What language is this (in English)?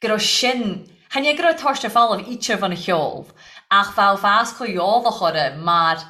Irish